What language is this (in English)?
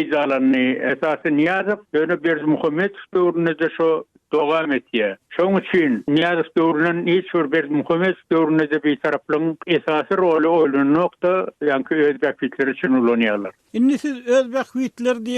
Turkmen